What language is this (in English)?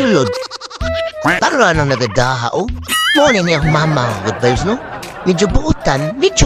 Cebuano